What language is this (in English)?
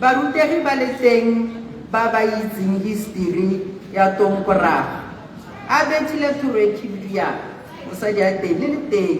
Tswana